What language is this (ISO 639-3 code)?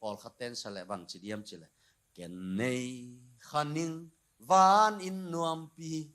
ctd